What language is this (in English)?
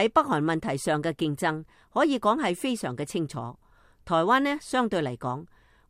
Cantonese